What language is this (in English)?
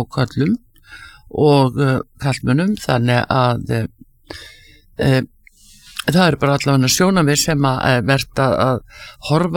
Icelandic